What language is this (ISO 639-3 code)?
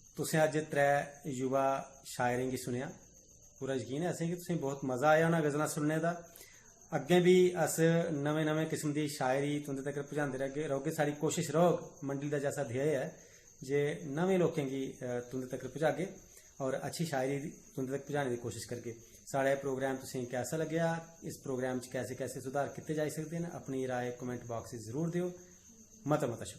doi